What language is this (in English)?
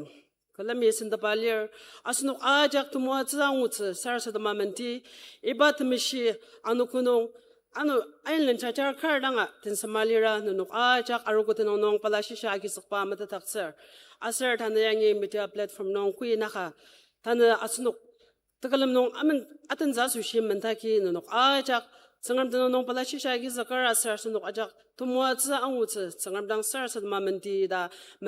Ao Naga